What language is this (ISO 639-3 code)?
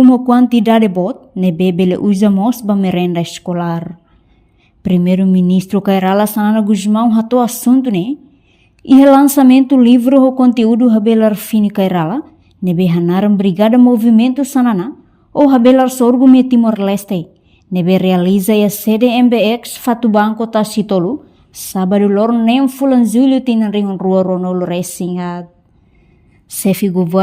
tet